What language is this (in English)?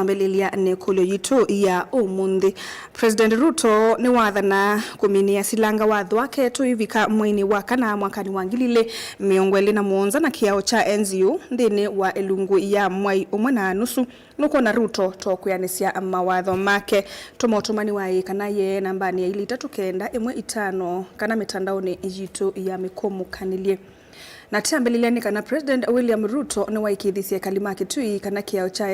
Kamba